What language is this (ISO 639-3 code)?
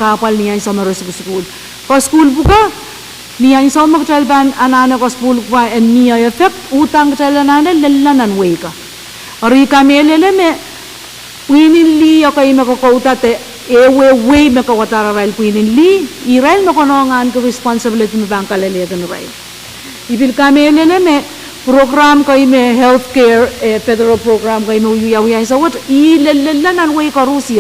pon